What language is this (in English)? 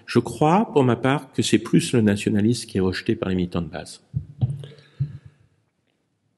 French